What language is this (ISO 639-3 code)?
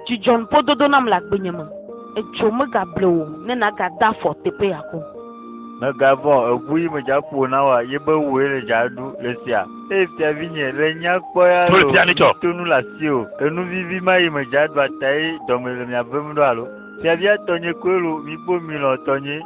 ewe